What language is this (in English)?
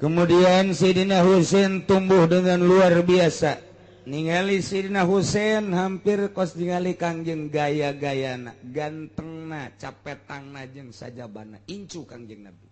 Sundanese